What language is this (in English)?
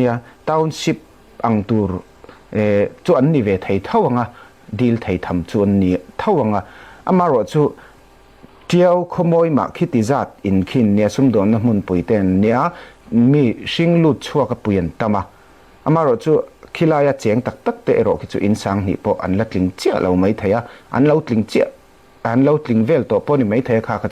Falam Chin